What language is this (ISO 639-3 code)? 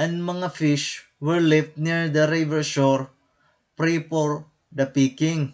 war